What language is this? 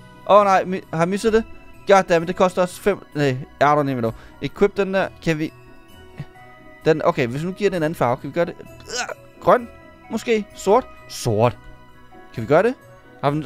Danish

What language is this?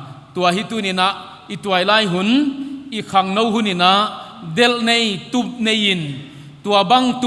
Paite Chin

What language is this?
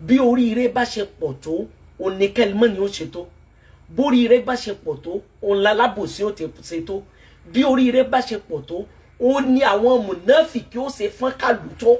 Yoruba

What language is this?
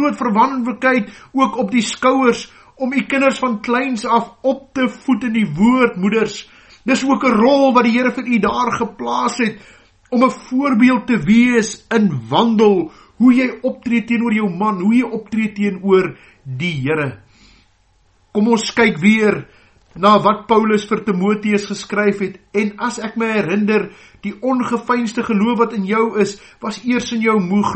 Afrikaans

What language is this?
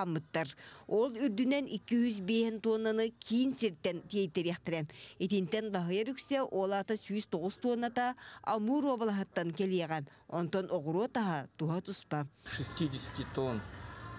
Yakut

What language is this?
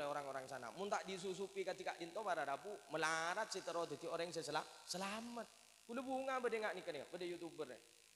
Madurese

